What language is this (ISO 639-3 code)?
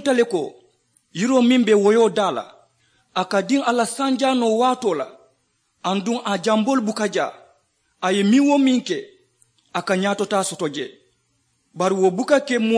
man